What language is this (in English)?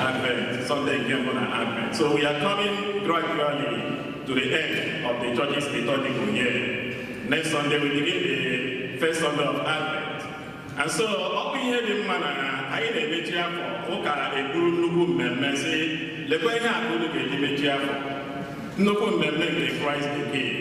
Igbo